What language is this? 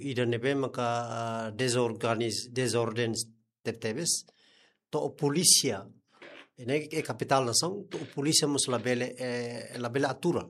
Tetum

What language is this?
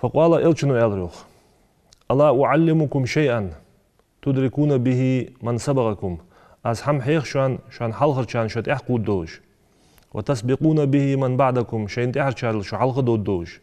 Ingush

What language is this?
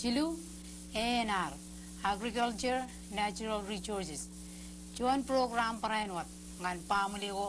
Marshallese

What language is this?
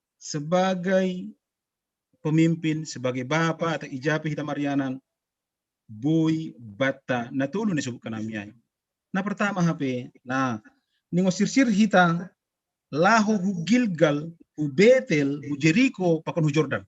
Batak Simalungun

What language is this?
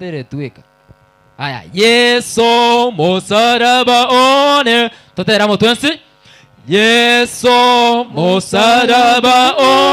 Gusii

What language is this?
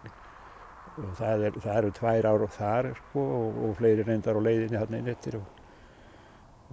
Icelandic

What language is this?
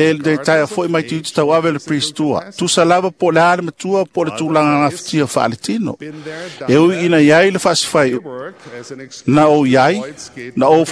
Samoan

